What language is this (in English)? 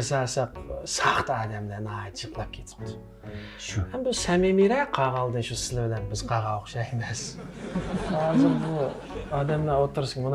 Uyghur